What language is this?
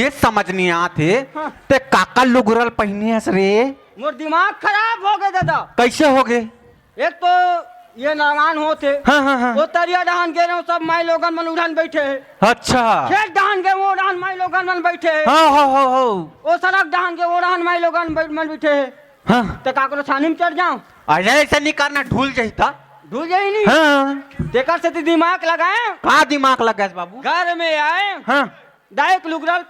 Chhattisgarhi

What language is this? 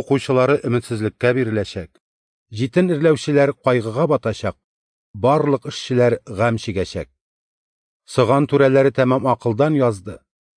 Tatar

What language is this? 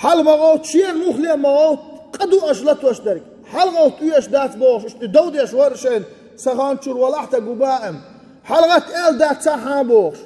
Chechen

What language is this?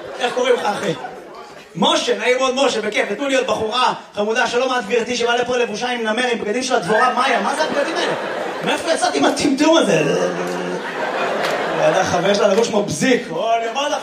Hebrew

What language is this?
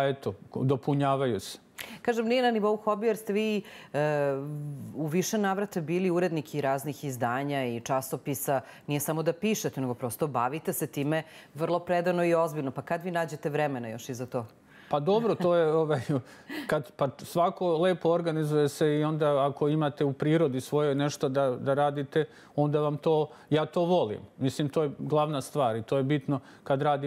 Serbian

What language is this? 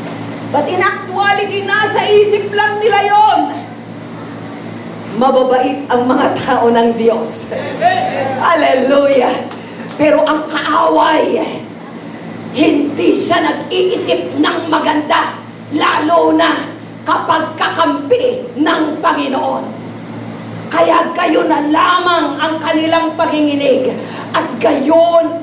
Filipino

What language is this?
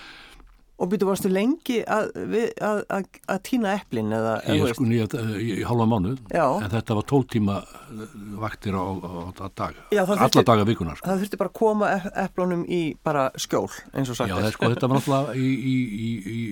Icelandic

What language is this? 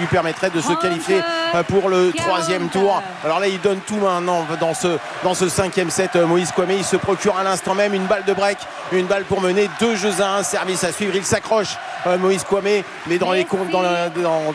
French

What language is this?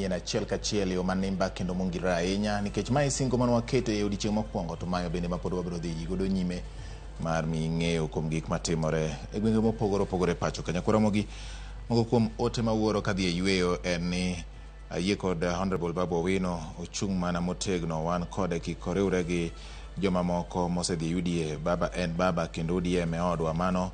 Luo (Kenya and Tanzania)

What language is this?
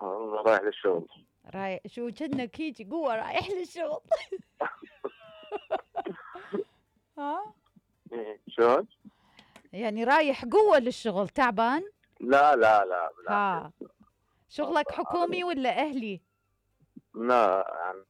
Mesopotamian Arabic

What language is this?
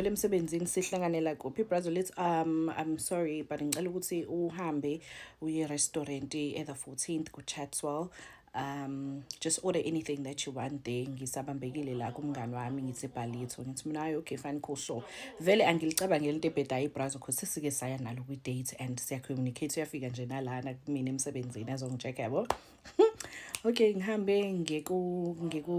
Zulu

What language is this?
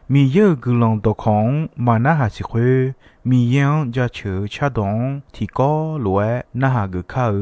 Akha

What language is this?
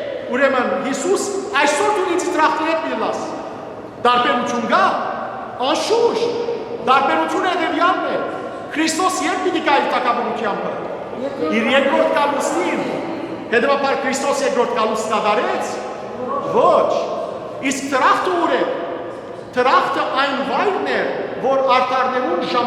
Western Armenian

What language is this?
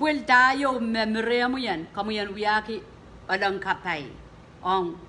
Pohnpeian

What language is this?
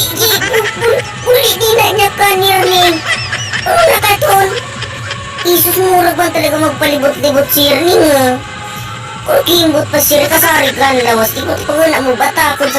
Bikol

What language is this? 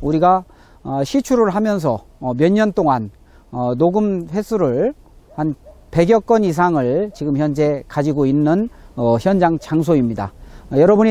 Korean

